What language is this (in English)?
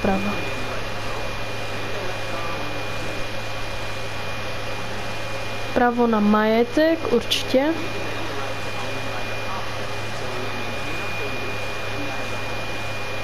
Czech